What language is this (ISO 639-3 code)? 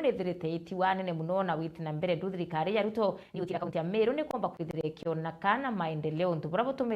mer